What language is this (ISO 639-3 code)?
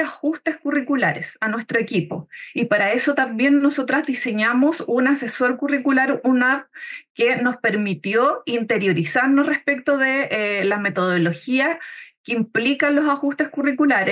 spa